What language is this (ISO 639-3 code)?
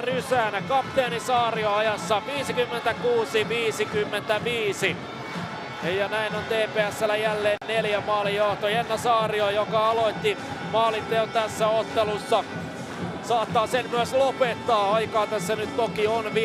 fin